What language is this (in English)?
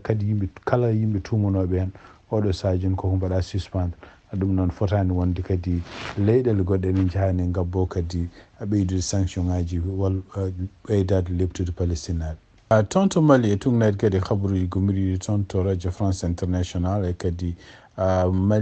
Fula